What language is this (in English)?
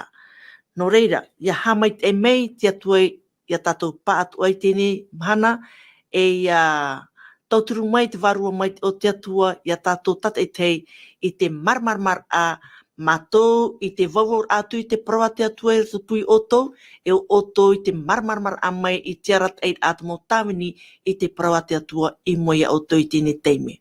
Tahitian